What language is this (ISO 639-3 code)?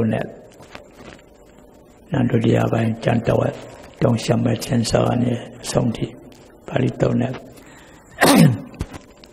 mya